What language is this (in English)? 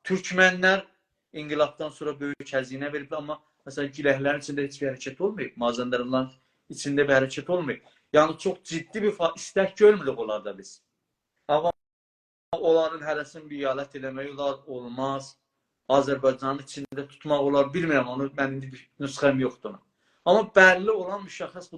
South Azerbaijani